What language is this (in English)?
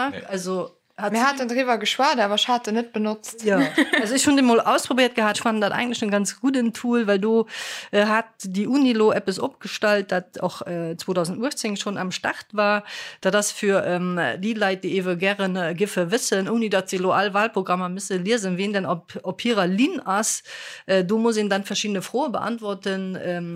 Luxembourgish